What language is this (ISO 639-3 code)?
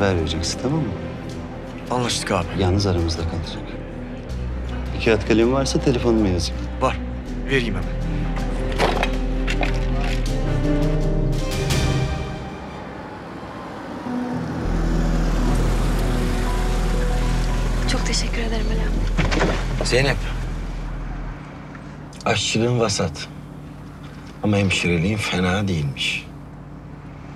tur